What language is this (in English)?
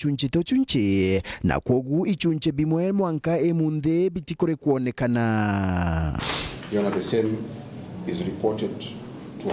Meru